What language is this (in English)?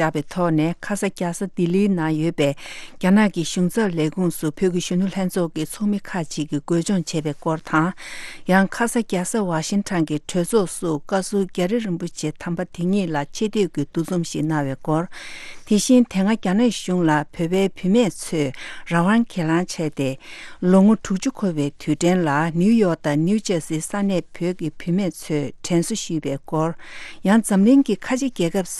Tibetan